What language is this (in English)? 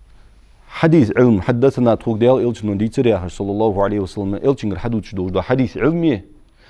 Ingush